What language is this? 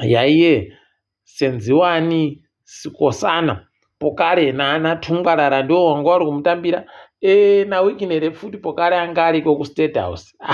Ndau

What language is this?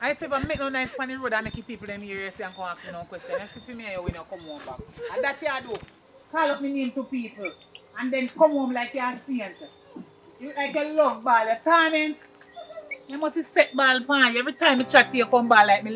Jamaican Creole English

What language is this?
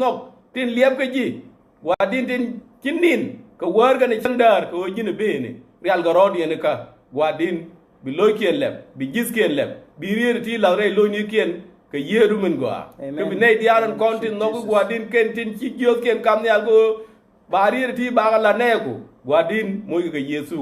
Nuer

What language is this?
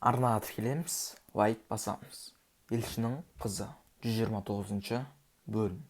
Kazakh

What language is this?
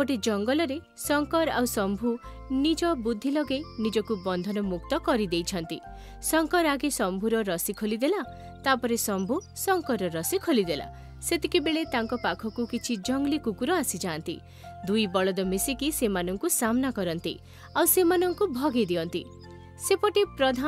Odia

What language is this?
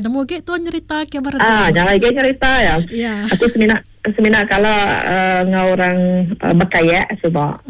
Iban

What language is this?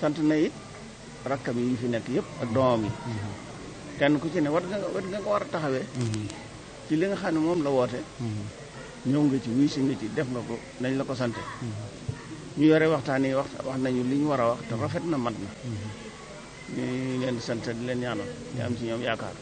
Wolof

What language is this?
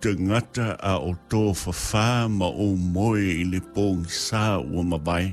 Samoan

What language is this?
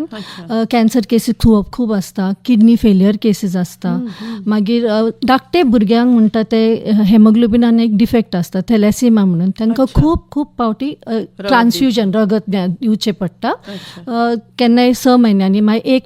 Konkani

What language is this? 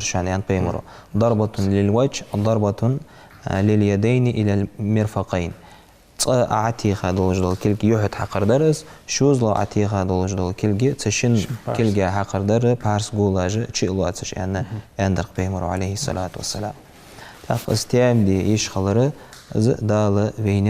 Ingush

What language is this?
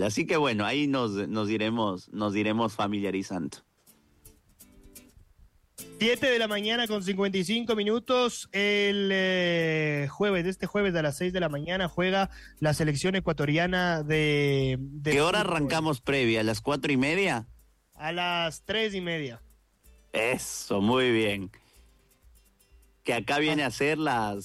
Spanish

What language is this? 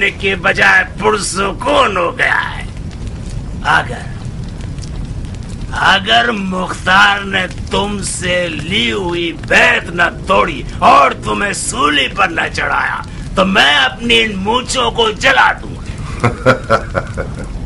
Urdu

